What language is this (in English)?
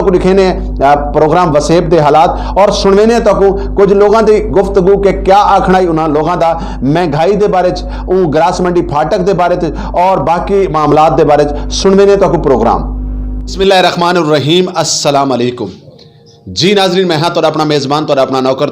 Saraiki